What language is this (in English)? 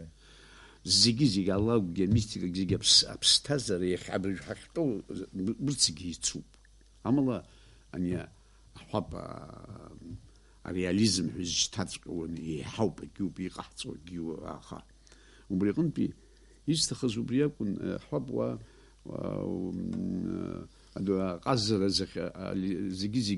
Abkhazian